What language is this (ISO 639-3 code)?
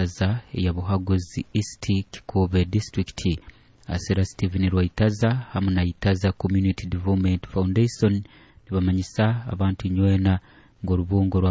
nyo